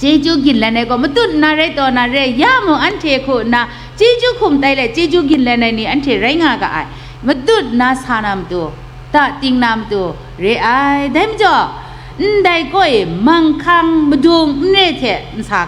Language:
Kachin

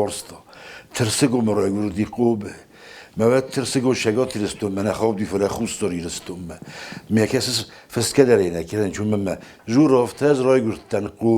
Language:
Ossetic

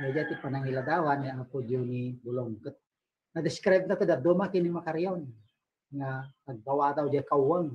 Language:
Iloko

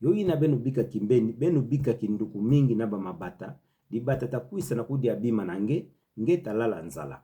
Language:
Kituba (Democratic Republic of Congo)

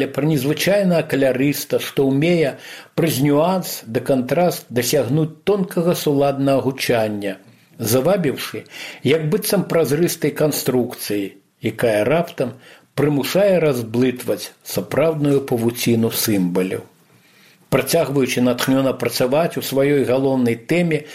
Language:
Belarusian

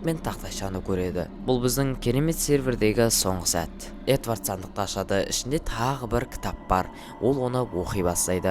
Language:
Kazakh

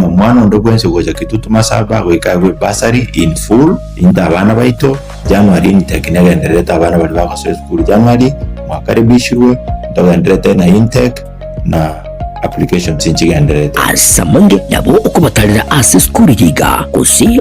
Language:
Gusii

